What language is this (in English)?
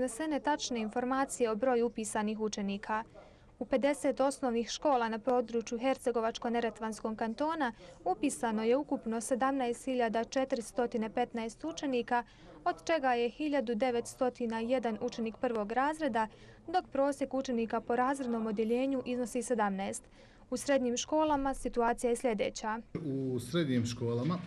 Bosnian